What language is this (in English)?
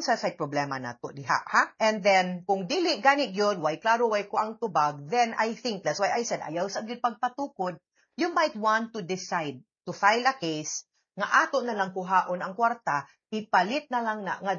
Cebuano